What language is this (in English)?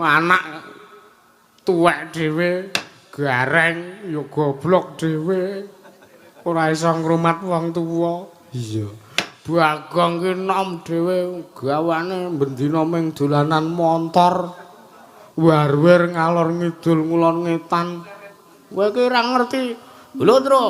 Javanese